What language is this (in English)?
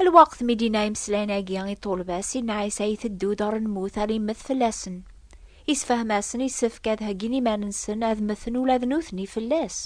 Kabyle